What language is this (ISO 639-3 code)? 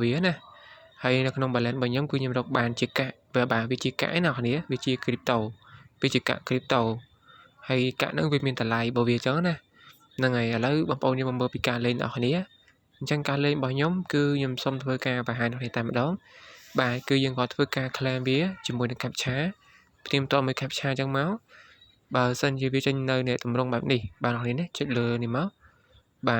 khm